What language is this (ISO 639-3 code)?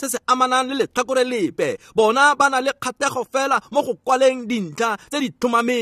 tsn